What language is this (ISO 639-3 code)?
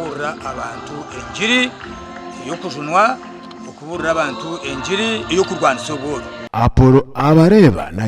nyn